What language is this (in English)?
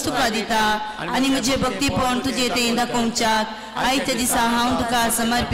Konkani